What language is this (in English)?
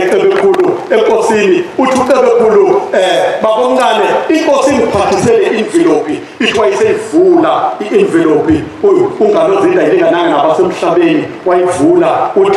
Zulu